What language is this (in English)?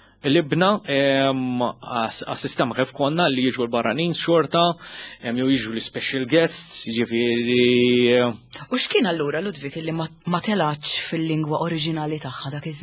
Maltese